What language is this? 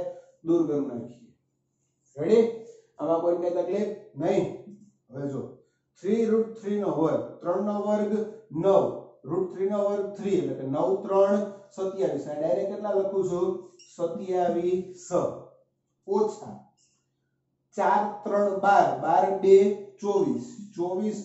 Gujarati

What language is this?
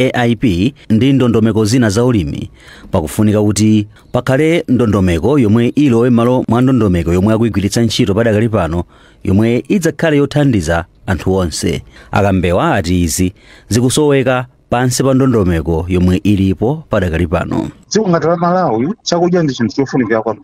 Nyanja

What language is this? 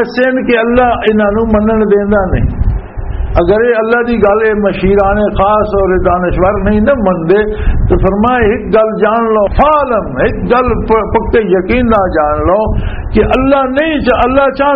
Western Panjabi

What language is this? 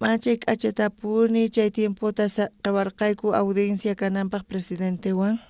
South Bolivian Quechua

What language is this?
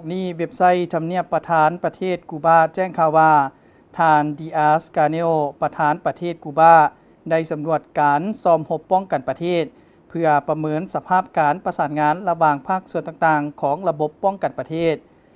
Lao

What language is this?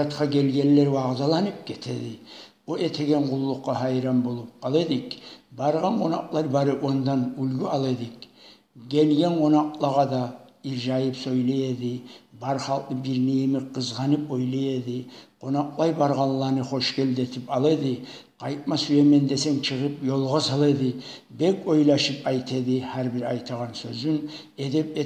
Kumyk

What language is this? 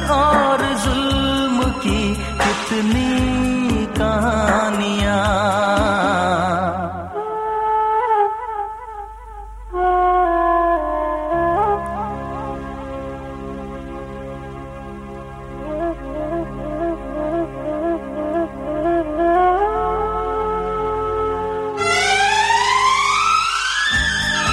Hindi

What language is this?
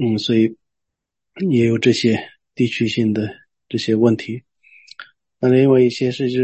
Chinese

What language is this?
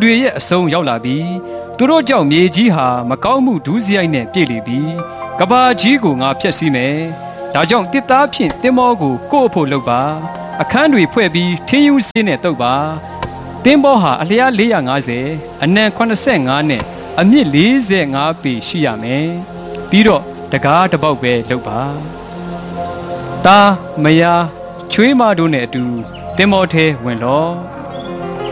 Burmese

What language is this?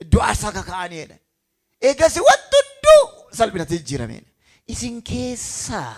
Oromo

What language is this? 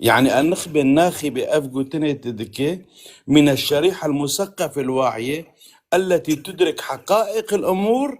North Levantine Arabic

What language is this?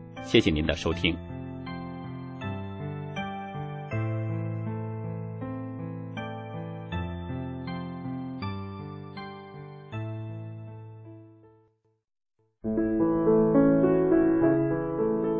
Chinese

